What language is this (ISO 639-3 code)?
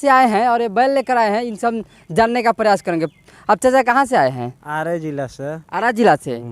bho